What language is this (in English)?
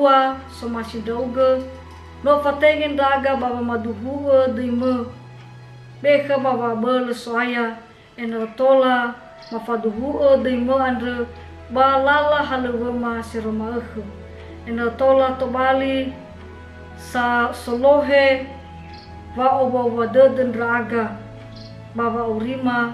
Nias